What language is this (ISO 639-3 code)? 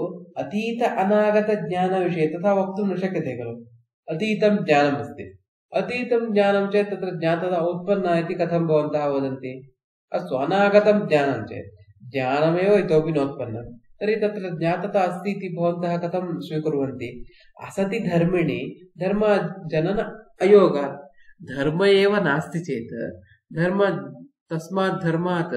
san